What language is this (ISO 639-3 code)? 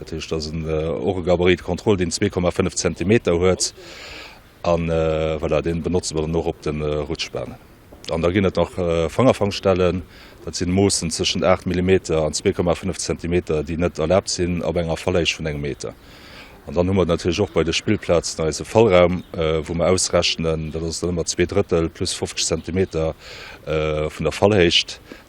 ltz